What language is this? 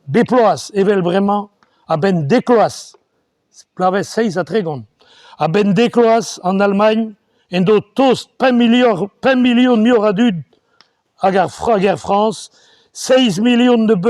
Breton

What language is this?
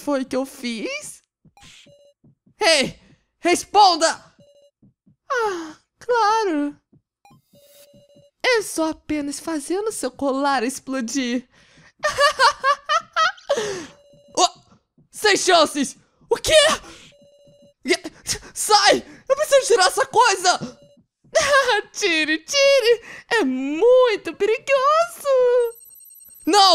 Portuguese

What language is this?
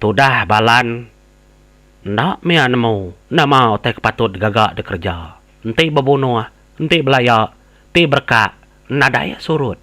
Iban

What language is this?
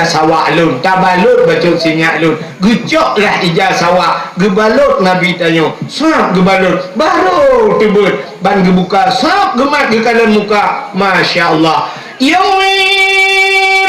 Achinese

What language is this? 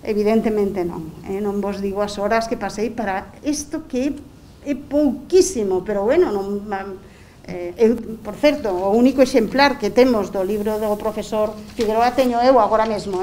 Galician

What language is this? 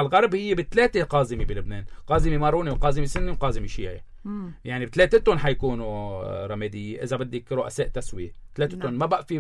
North Levantine Arabic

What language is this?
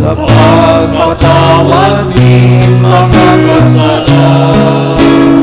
Bikol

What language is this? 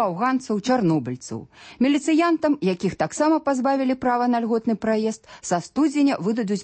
Belarusian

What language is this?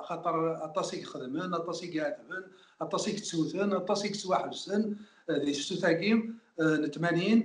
Kabyle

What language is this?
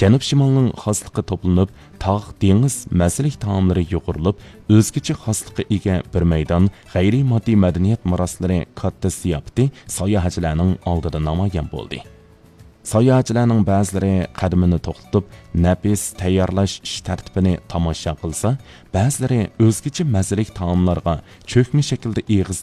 Uyghur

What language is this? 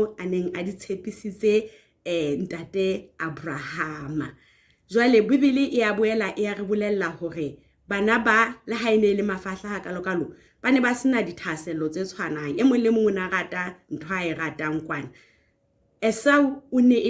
Southern Sotho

